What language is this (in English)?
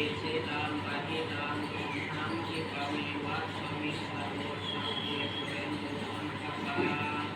Pali